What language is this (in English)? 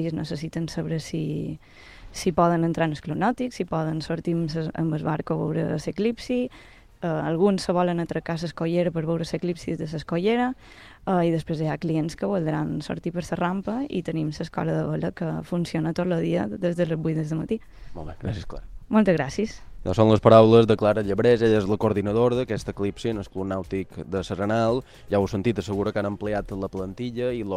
Catalan